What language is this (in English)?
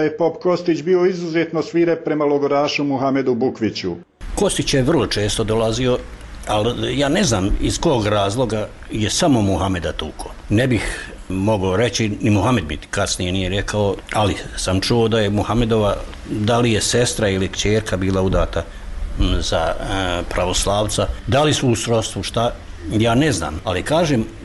Bosnian